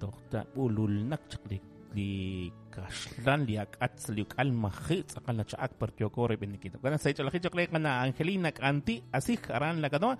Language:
Kekchí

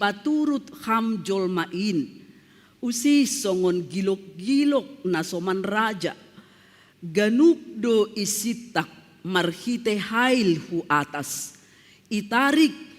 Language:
Batak Simalungun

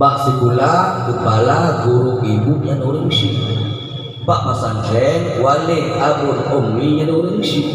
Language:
Achinese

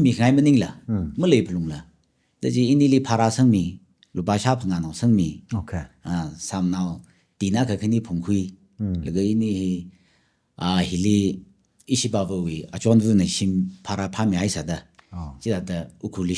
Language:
Tangkhul Naga (India)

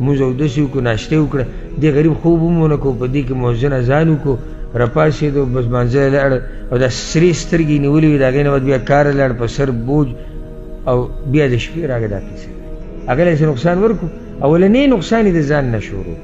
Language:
Pashto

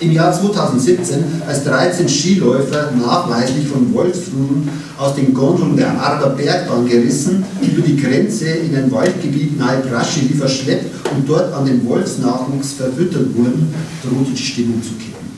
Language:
Bavarian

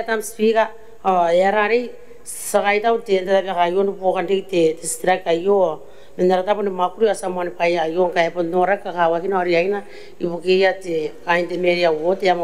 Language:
Gilbertese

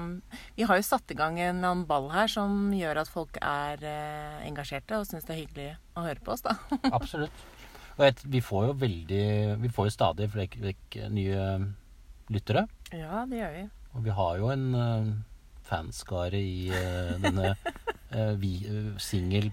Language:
Norwegian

